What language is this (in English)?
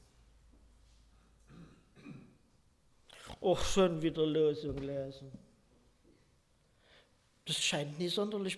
German